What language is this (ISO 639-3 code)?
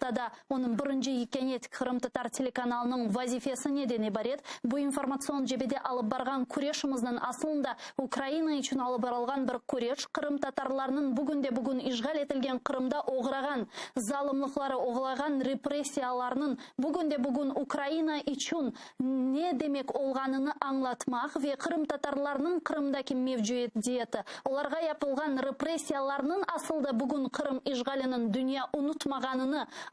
crh